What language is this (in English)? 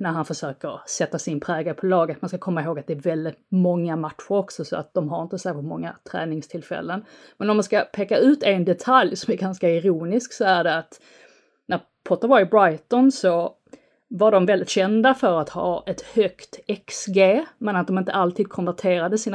Swedish